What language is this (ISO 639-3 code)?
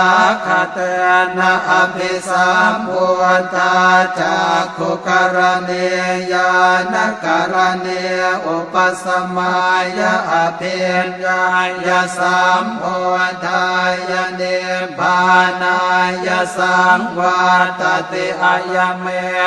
pli